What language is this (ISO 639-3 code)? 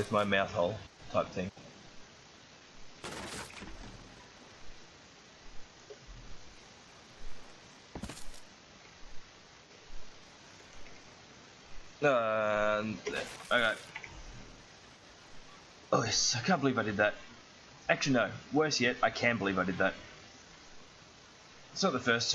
eng